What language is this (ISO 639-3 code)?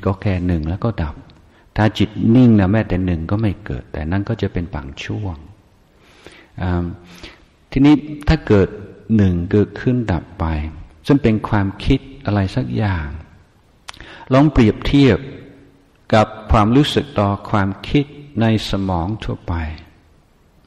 tha